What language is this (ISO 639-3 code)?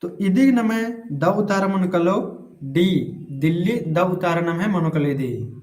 kru